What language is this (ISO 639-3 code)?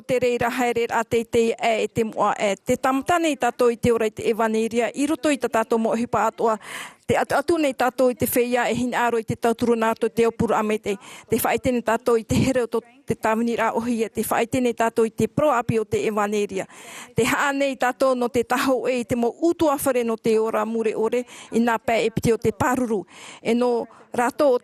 tah